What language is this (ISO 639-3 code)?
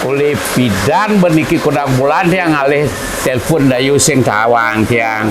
ban